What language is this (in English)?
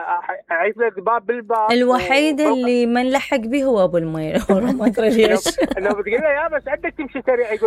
Mesopotamian Arabic